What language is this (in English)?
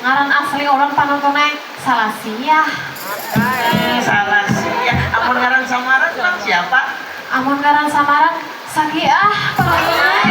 Banjar